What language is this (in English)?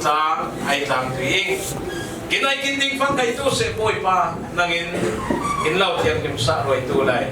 Falam Chin